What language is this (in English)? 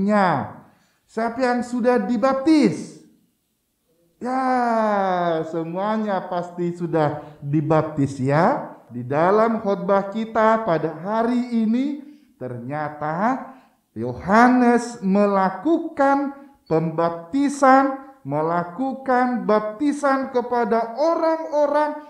Indonesian